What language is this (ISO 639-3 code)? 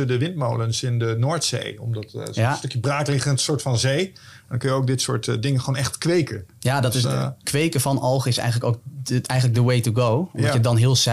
nld